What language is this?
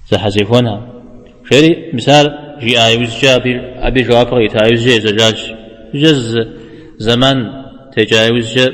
Kabardian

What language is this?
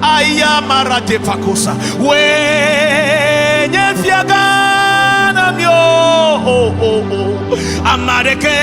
Ewe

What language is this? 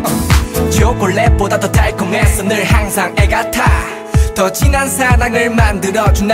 Korean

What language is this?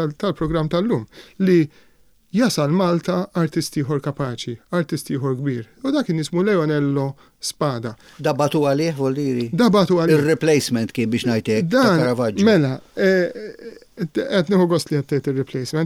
Maltese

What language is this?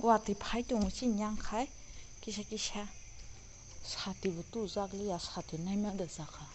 Kok Borok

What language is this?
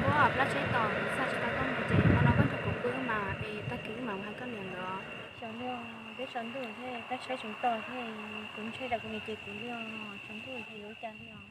Hmong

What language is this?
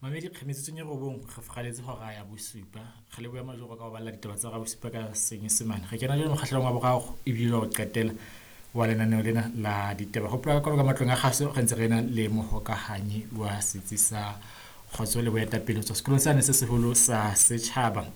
Southern Sotho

